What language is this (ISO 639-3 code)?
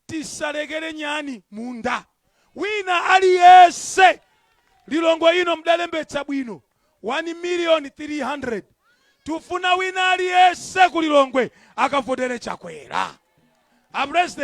nya